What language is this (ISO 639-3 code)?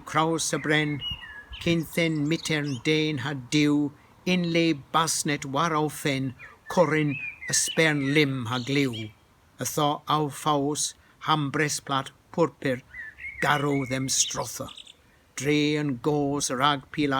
cor